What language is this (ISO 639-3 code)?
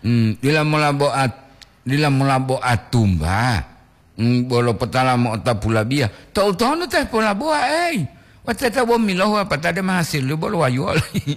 gor